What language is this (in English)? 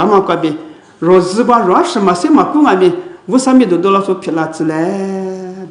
Lisu